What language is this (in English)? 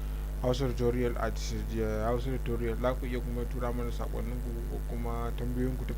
Hausa